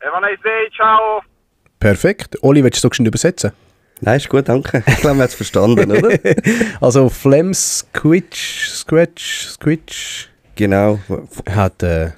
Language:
Swiss German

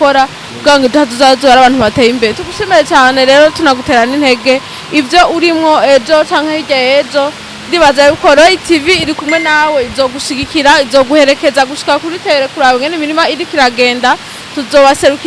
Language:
Rundi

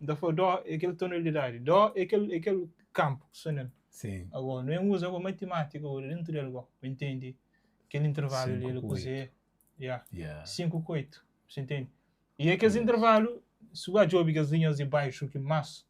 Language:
Kabuverdianu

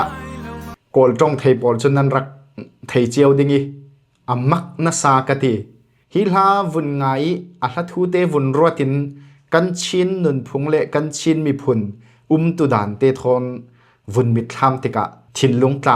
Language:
Falam Chin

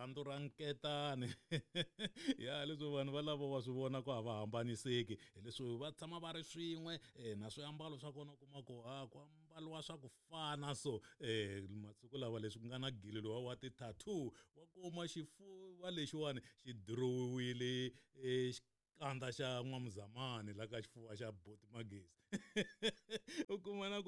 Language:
Tsonga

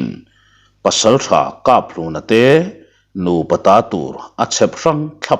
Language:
Mizo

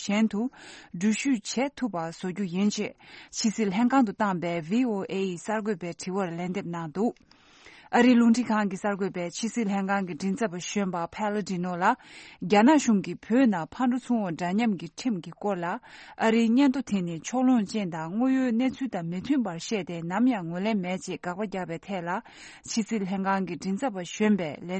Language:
Tibetan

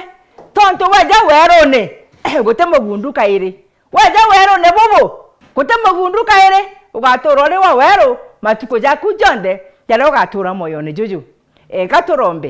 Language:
Meru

